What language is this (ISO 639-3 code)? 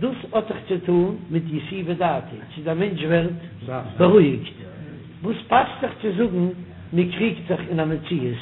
yid